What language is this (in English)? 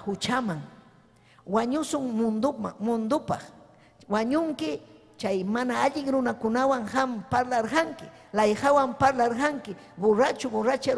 Ayacucho Quechua